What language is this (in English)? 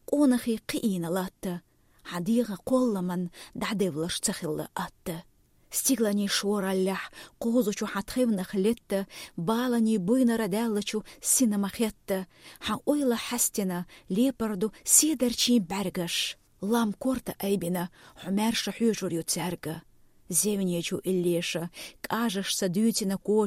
Chechen